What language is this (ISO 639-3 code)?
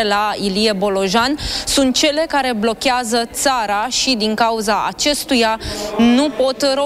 ron